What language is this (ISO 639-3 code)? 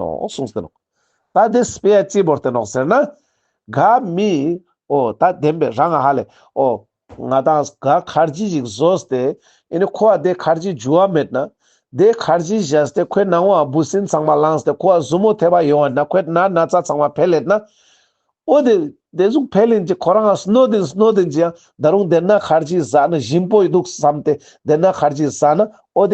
lbj